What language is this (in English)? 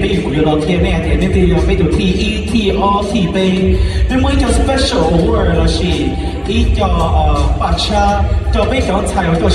Hmong